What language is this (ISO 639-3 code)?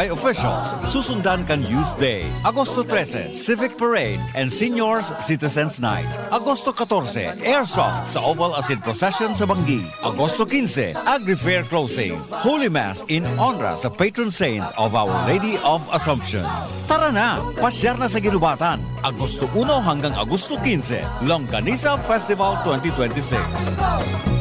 bik